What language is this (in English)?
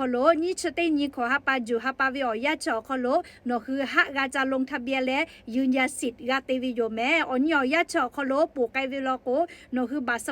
Lahu